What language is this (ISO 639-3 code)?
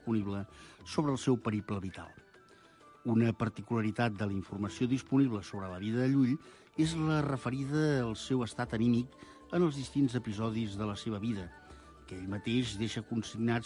cat